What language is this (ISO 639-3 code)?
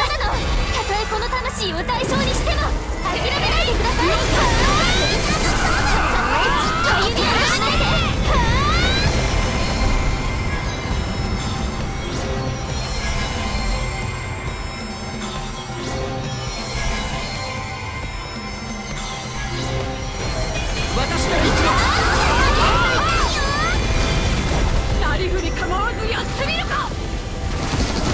jpn